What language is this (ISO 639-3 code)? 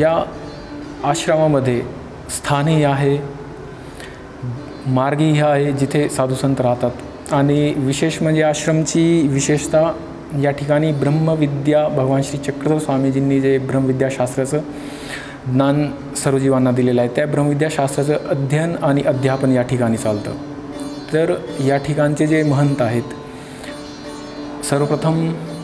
mar